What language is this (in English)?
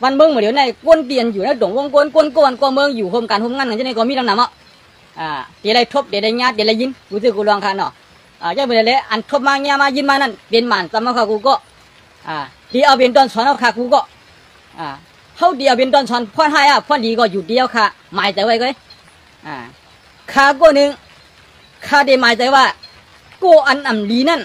Shan